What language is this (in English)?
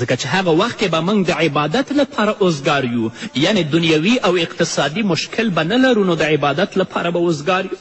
Pashto